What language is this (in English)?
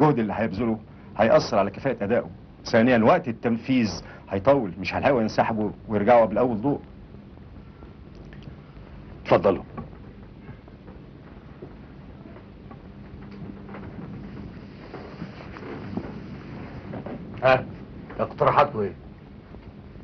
Egyptian Arabic